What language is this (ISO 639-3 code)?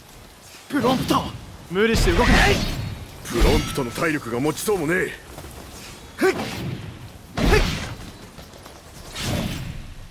jpn